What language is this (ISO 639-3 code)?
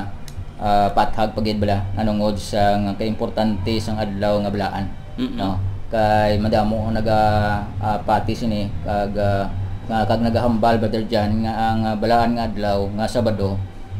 hil